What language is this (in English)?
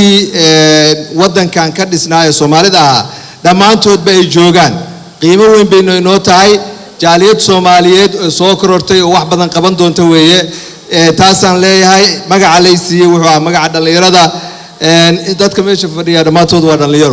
Somali